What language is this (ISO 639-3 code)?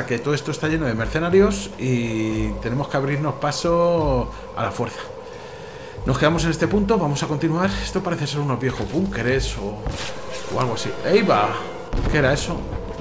spa